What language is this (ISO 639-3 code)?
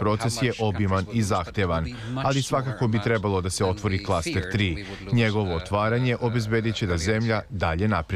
srp